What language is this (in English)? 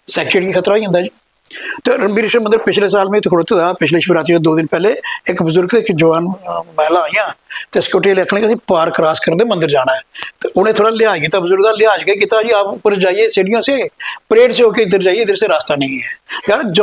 Dogri